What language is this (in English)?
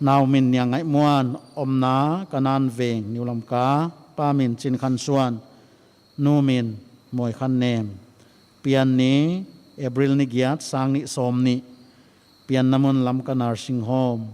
Paite Chin